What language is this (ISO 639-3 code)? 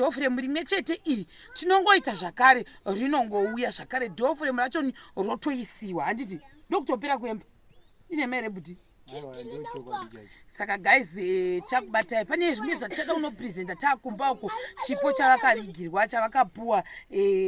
sna